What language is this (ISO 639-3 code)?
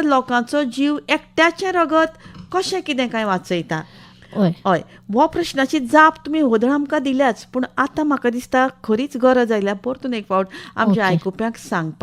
kok